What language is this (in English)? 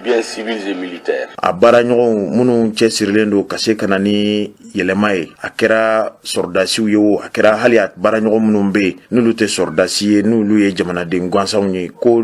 Bambara